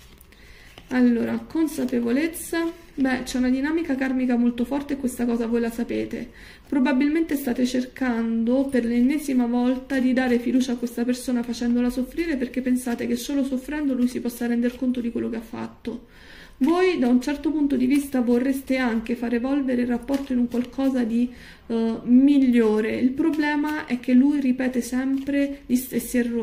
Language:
Italian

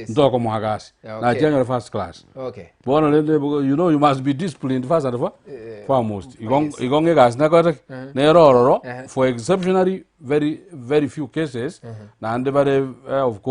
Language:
Gusii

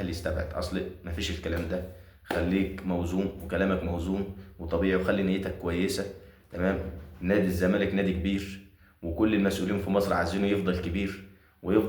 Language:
Egyptian Arabic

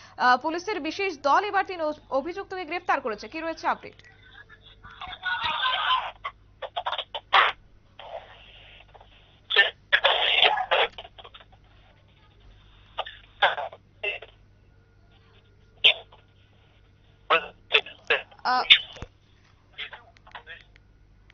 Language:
Bangla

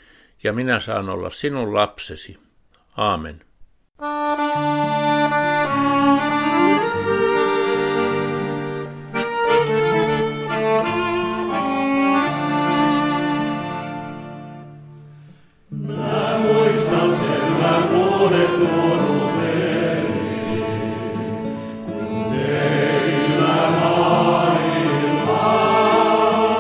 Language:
Finnish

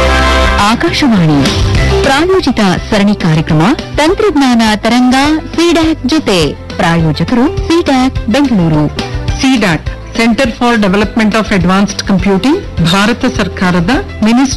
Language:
Kannada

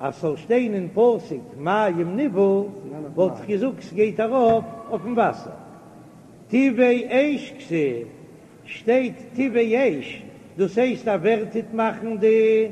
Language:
Yiddish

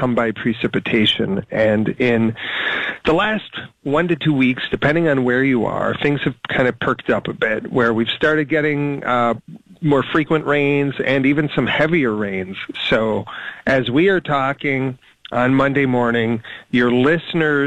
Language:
English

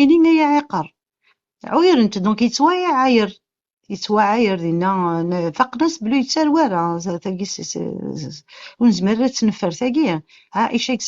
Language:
Kabyle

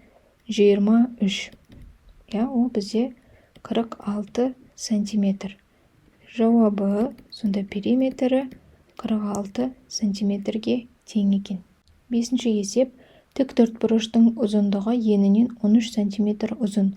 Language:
Kazakh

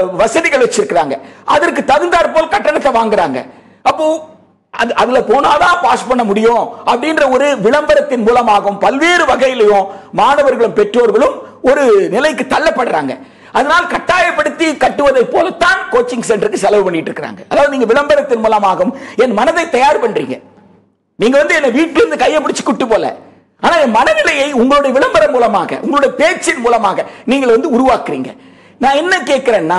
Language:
Tamil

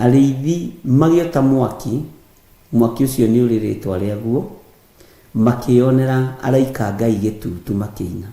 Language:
Kikuyu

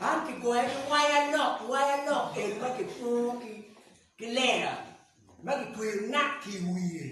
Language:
Acoli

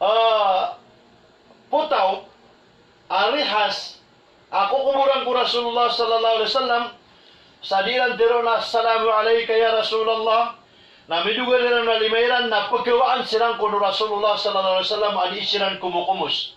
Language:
Maranao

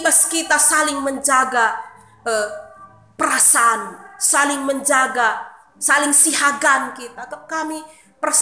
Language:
Batak Karo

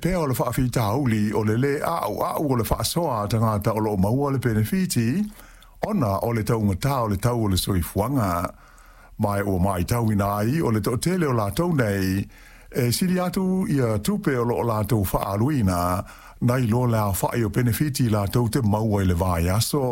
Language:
Samoan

